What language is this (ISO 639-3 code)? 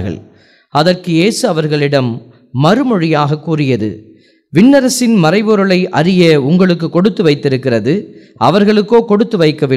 tam